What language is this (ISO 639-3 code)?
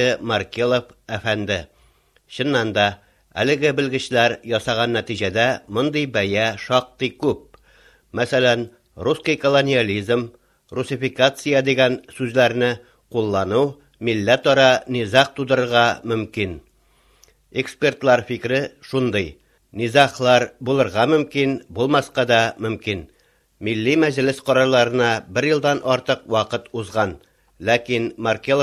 tat